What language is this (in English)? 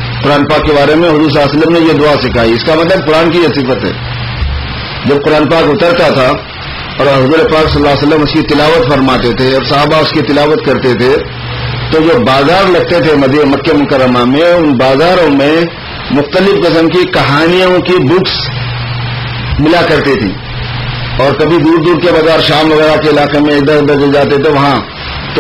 Urdu